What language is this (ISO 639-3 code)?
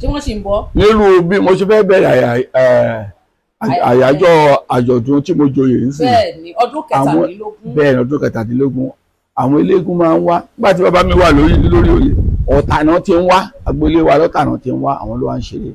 yor